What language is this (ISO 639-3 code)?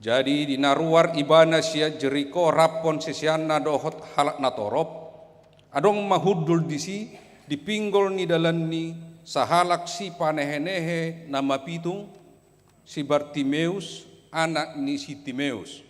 bbc